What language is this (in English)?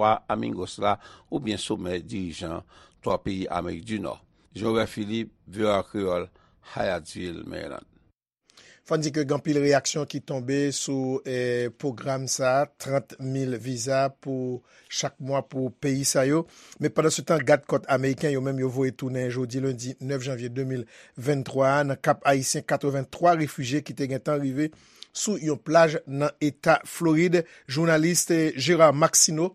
Haitian Creole